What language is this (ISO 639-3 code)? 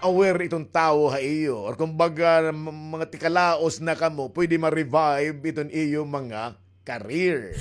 war